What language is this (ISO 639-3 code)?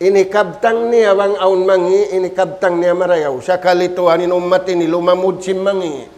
tsg